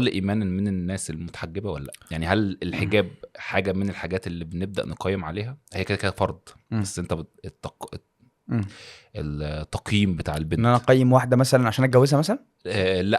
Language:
Egyptian Arabic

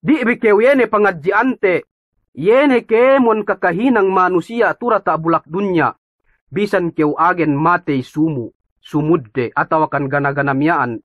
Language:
Yakan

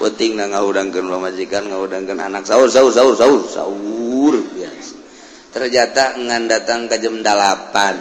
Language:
Sundanese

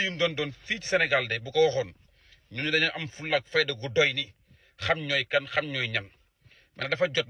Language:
Wolof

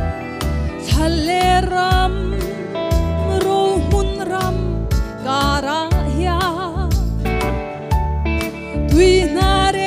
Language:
Mizo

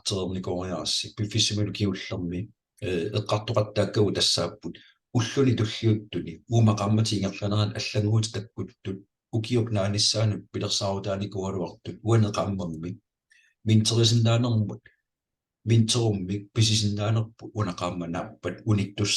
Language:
Kalaallisut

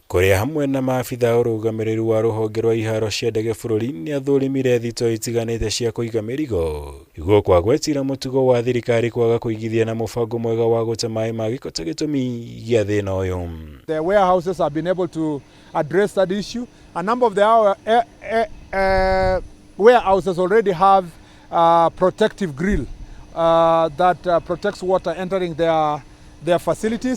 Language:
Kikuyu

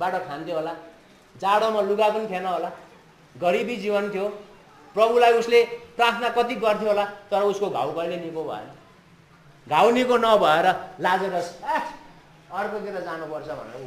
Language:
Nepali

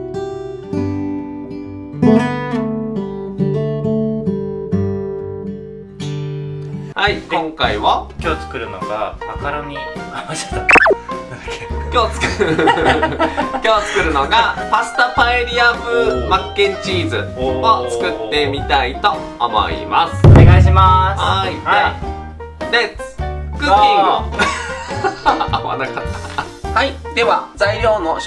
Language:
Japanese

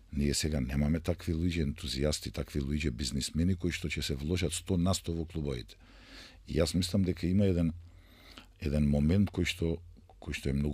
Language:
Macedonian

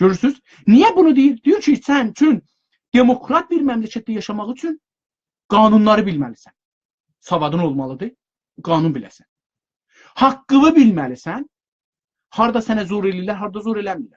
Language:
South Azerbaijani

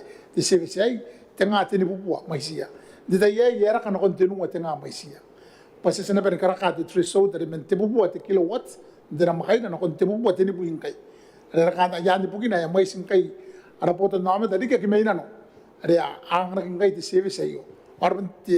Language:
Gilbertese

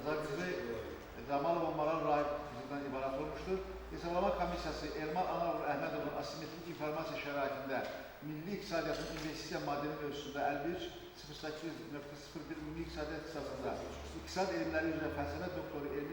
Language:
Azerbaijani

